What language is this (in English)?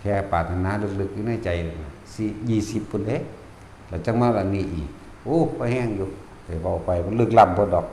Northeastern Thai